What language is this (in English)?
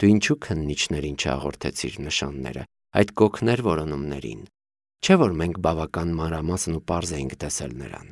Armenian